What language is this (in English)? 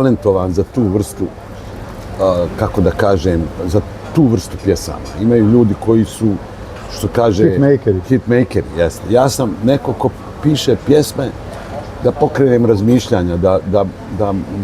Bosnian